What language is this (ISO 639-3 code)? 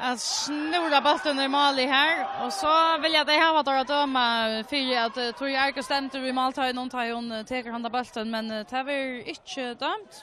fao